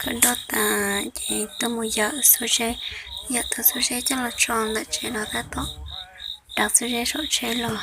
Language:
Hmong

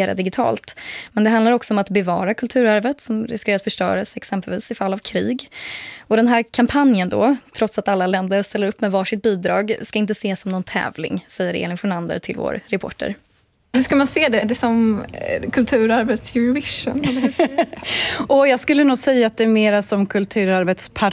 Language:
Swedish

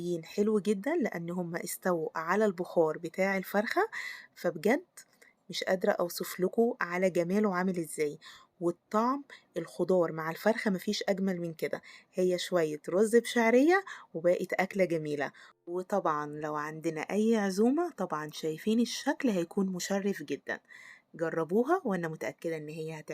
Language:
Egyptian Arabic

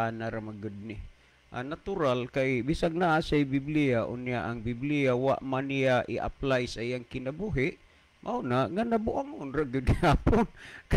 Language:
Cebuano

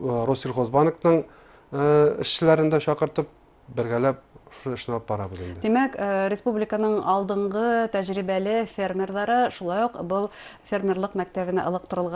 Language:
Bashkir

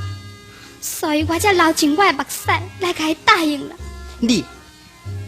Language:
Min Nan Chinese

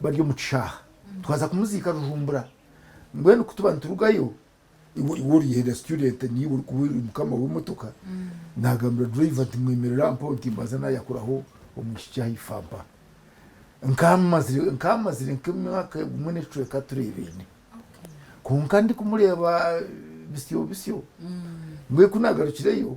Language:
Nyankole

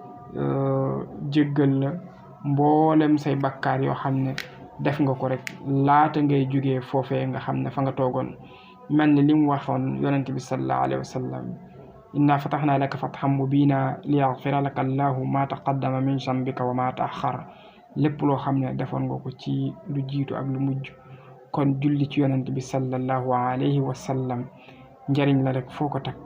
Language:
Wolof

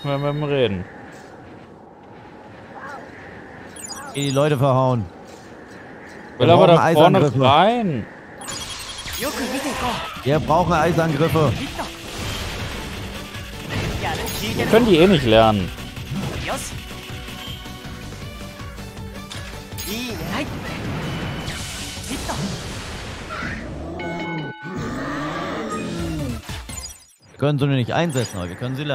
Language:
German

